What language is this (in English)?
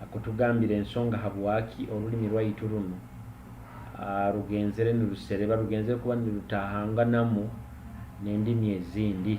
Nyoro